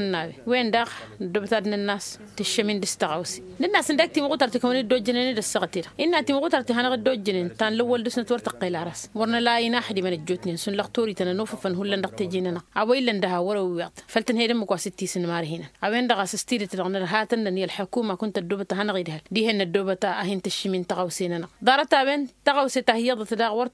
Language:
Tamasheq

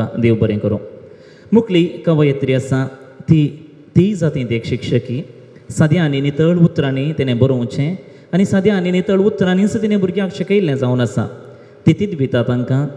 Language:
Konkani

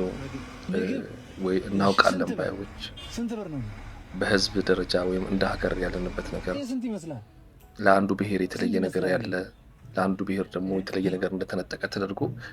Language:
Amharic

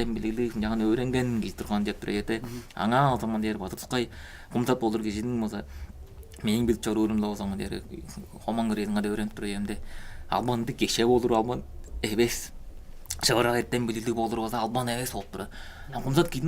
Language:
Tuvinian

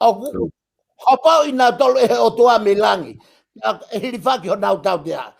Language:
Tongan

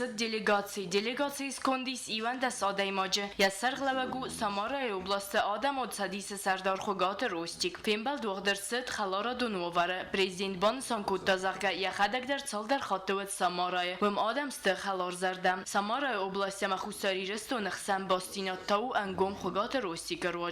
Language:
Ossetic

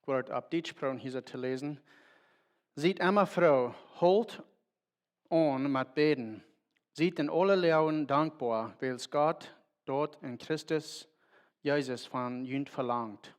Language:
Plautdietsch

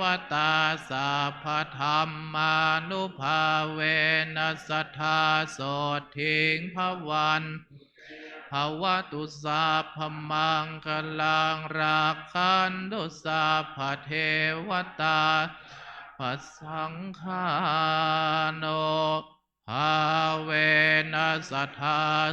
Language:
Pali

